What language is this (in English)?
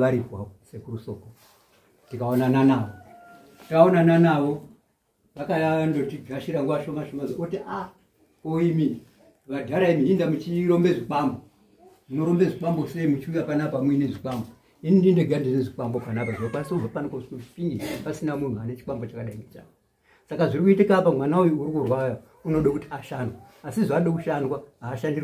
Shona